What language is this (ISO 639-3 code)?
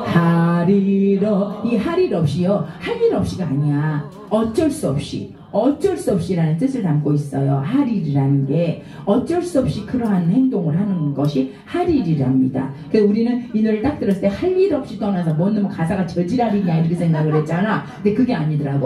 kor